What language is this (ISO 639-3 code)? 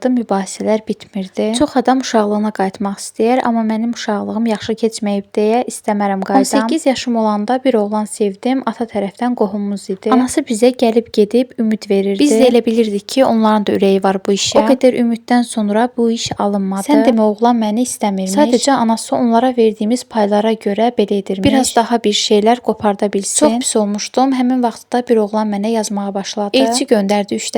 aze